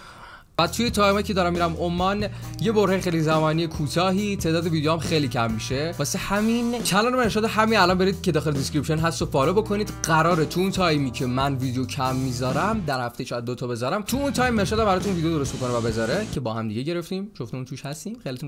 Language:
Persian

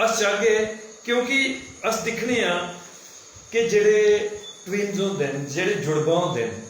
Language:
Dogri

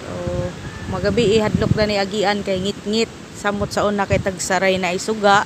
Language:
Cebuano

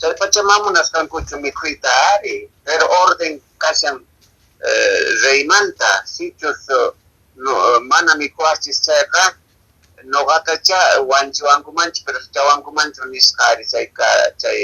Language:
Quechua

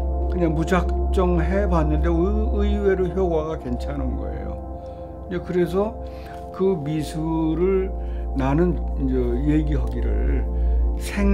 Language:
Korean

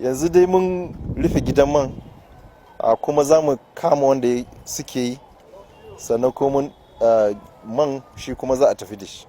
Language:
Hausa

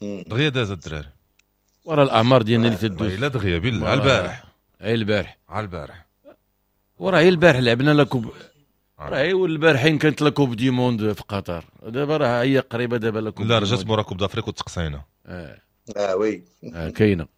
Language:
Moroccan Arabic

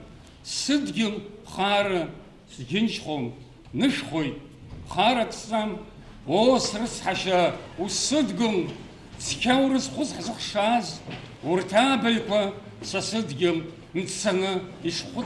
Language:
Abkhazian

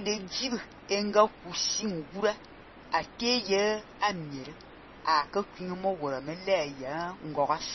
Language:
Fang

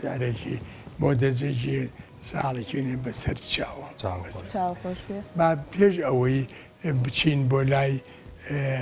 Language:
Central Kurdish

